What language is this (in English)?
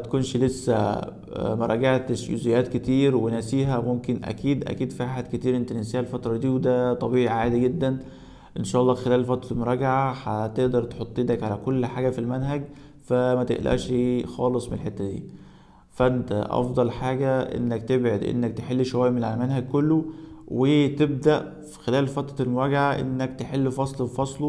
Egyptian Arabic